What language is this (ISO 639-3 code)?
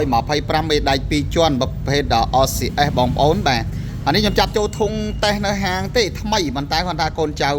khm